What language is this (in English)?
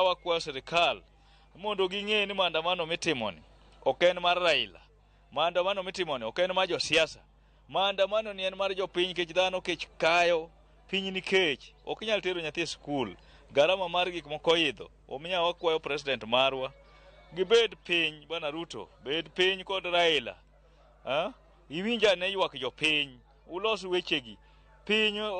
Luo (Kenya and Tanzania)